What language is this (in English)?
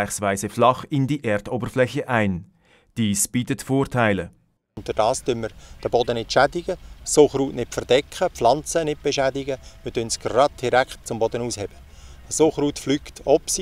Swiss German